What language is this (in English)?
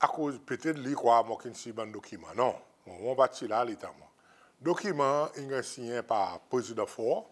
Seselwa Creole French